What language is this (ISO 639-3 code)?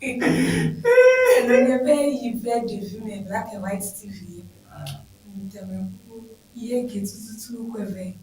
ewe